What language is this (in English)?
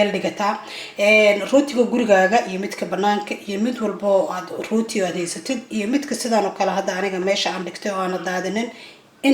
Somali